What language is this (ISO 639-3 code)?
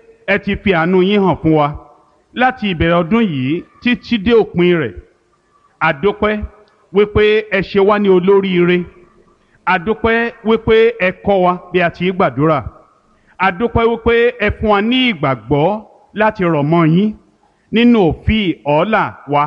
yor